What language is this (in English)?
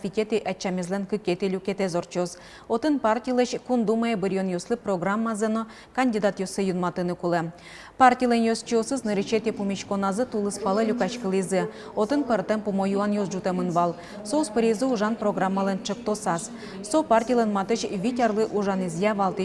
Udmurt